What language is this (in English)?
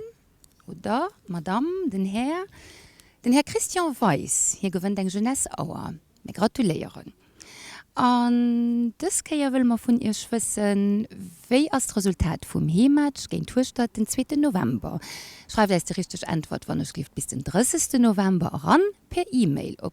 Luxembourgish